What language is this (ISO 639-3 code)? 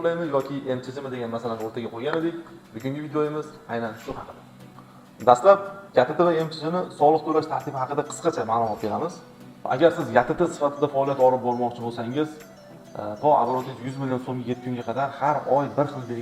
uzb